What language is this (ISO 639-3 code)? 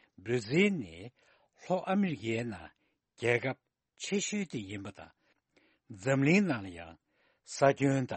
bod